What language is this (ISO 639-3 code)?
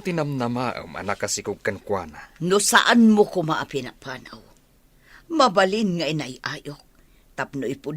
ilo